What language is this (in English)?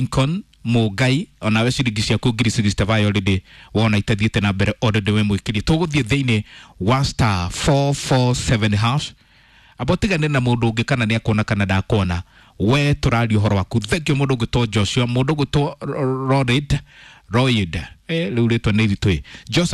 Kikuyu